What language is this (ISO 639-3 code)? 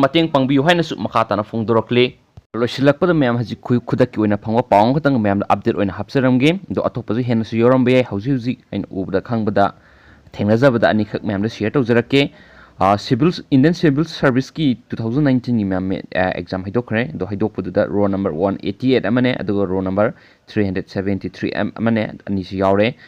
mni